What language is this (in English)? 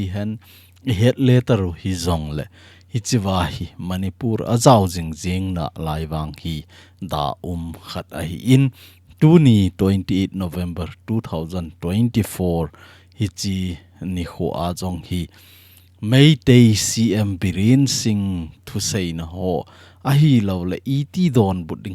Thado Chin